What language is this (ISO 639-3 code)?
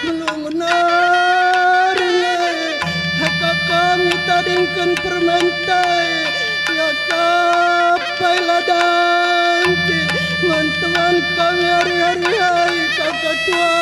btx